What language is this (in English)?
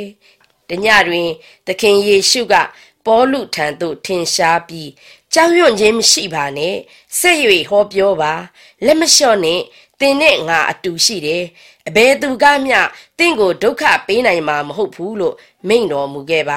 Burmese